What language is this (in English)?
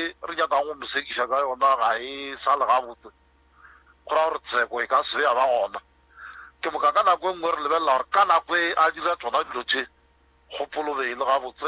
Northern Sotho